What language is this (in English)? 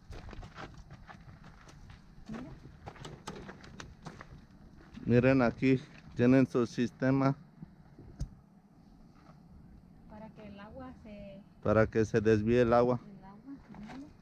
Spanish